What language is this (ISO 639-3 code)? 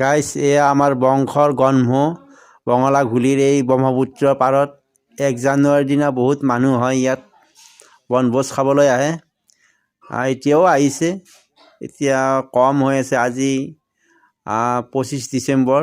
asm